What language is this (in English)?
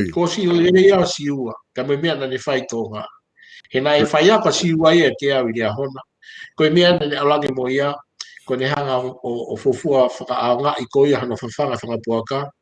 Tongan